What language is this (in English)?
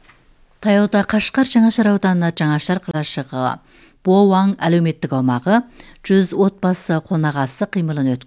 Kazakh